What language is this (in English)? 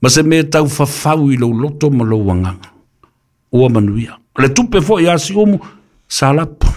Samoan